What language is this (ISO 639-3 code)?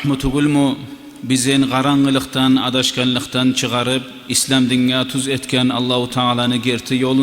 kum